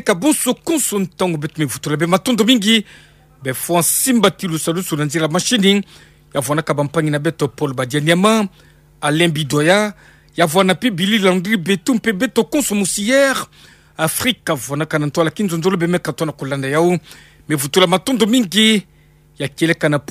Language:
Kituba (Democratic Republic of Congo)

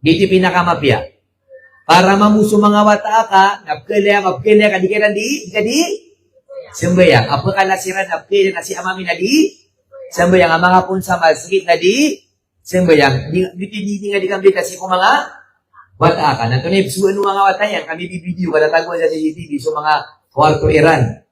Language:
Maranao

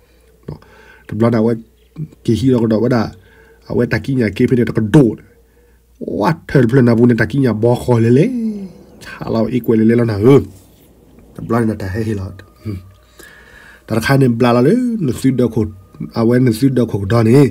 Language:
S'gaw Karen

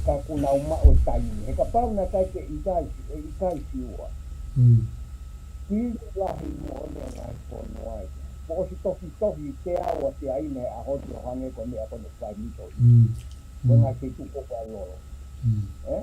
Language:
Tongan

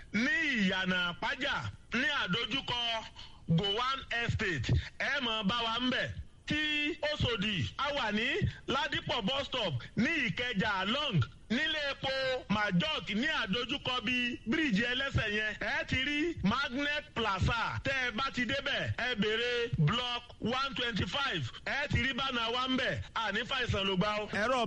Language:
Yoruba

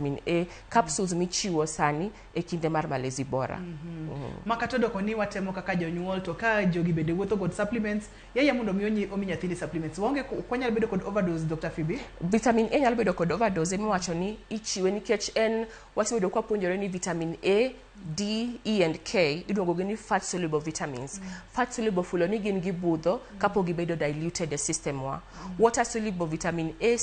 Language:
Luo (Kenya and Tanzania)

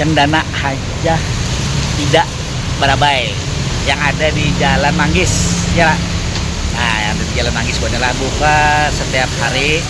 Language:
Banjar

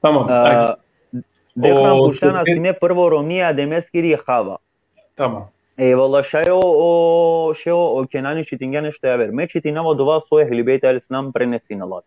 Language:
Balkan Romani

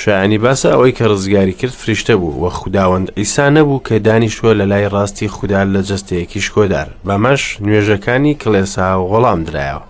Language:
Central Kurdish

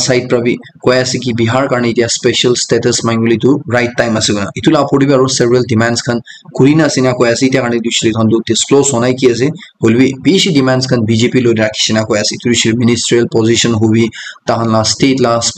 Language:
Naga Pidgin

